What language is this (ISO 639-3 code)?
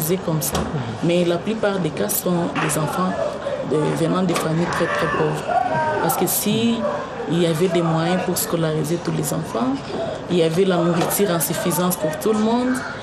fra